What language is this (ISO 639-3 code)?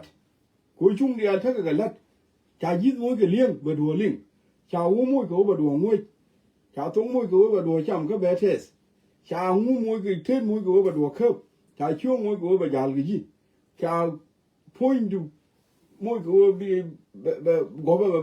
nus